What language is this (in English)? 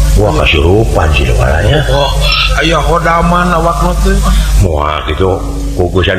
Sundanese